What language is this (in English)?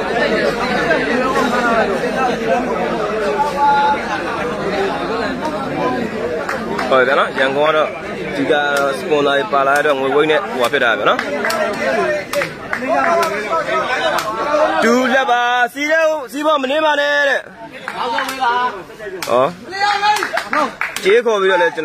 Burmese